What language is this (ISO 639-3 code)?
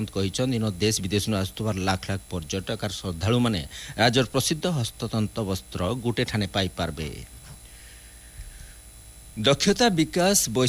ori